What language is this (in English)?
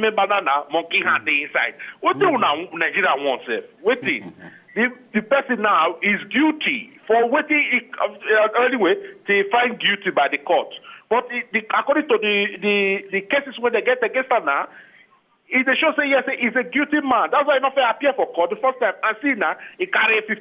Nigerian Pidgin